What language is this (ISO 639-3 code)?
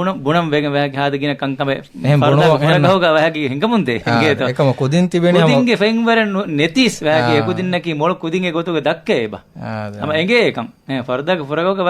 div